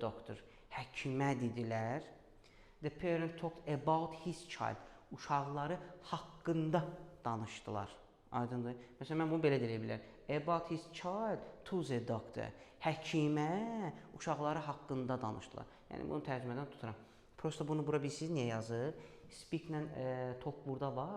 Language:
Azerbaijani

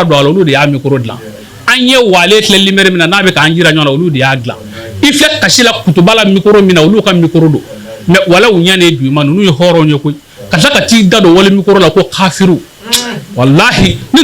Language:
Bambara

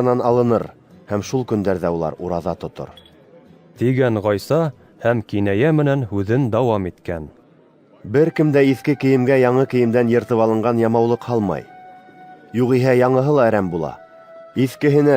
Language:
Bashkir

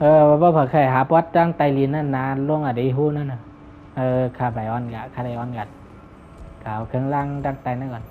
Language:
Shan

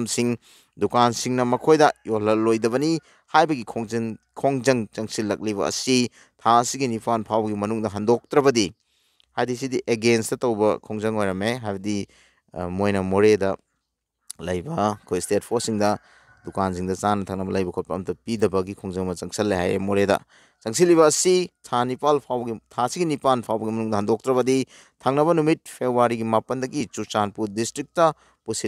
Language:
Manipuri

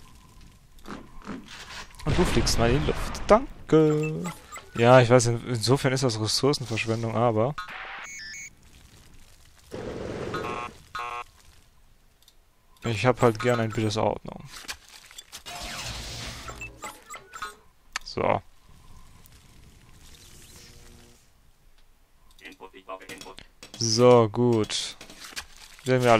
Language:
German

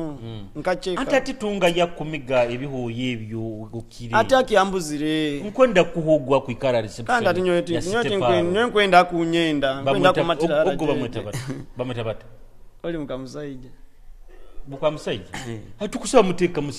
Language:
Nyoro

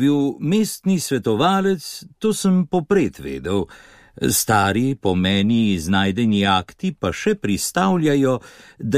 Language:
Slovenian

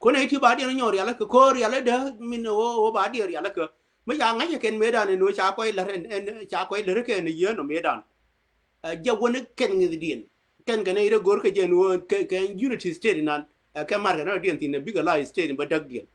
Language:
Nuer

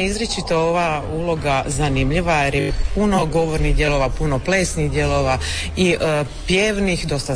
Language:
Croatian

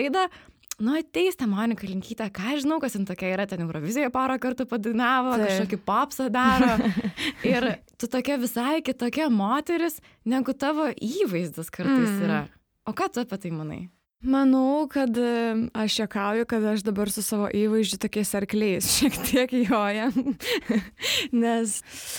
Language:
Lithuanian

